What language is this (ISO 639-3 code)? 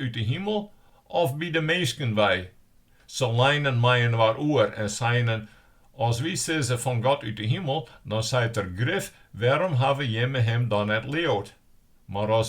fry